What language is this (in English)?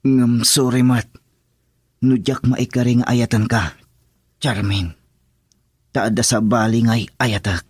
Iloko